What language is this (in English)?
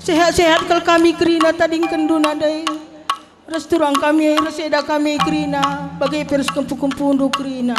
Batak Karo